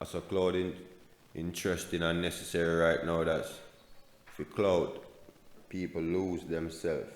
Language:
Jamaican Creole English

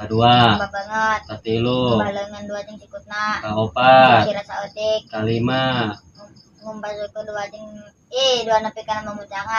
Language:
Sundanese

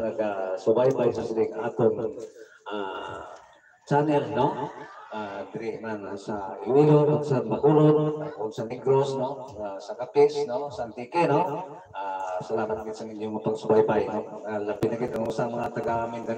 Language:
Hiligaynon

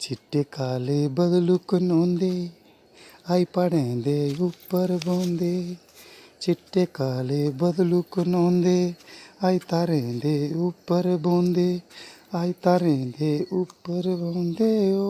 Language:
Dogri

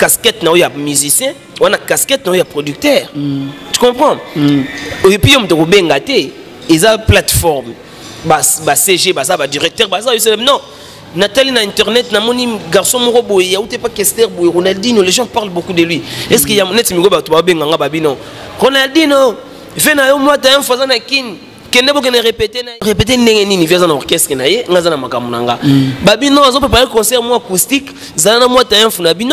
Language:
Lingala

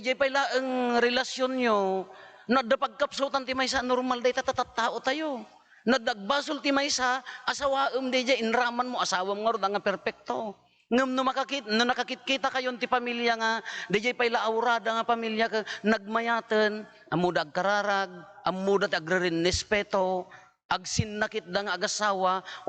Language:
Iloko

